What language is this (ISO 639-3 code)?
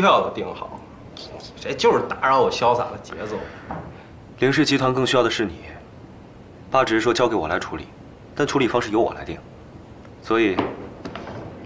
zho